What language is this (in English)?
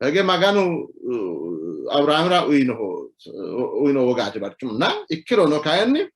Sidamo